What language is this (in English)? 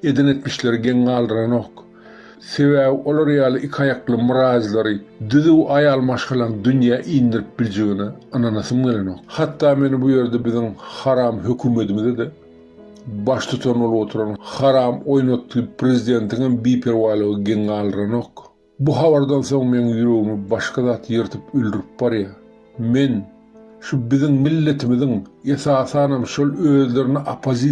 Turkmen